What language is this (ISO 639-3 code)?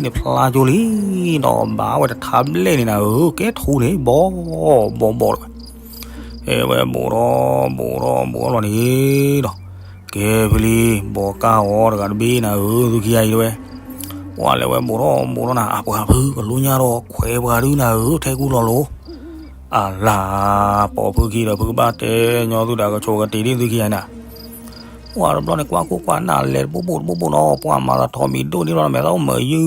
ksw